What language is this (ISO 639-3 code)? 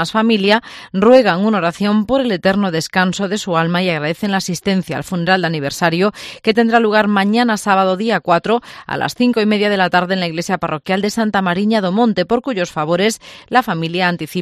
spa